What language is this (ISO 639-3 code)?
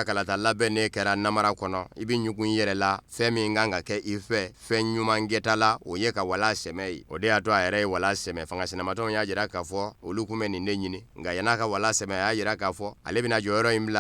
bam